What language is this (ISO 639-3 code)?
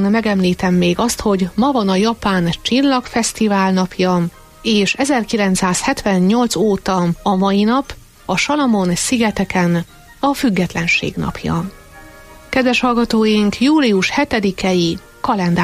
hun